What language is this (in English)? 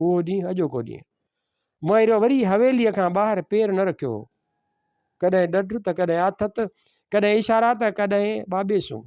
Sindhi